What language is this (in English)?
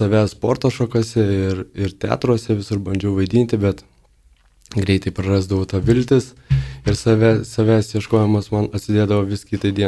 Lithuanian